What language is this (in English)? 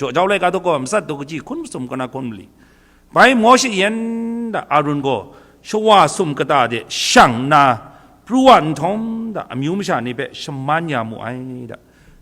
Kachin